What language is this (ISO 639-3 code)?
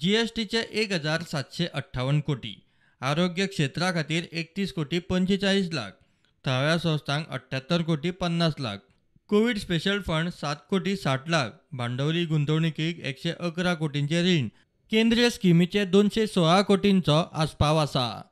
kok